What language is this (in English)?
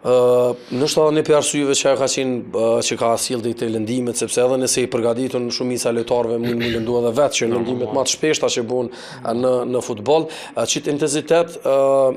Albanian